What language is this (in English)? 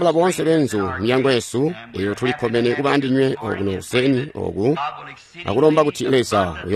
Tonga (Zambia)